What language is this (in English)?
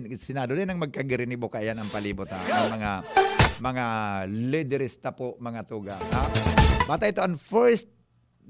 Bikol